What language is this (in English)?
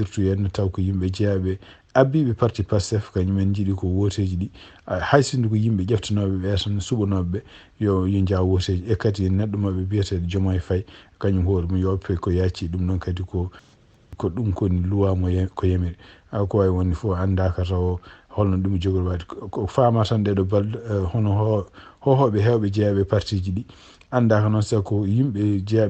Fula